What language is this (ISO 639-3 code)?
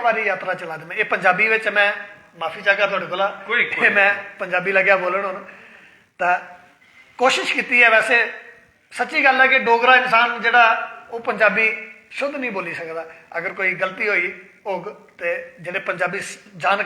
doi